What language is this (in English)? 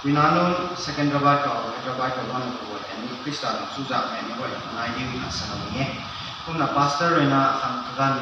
Rongmei Naga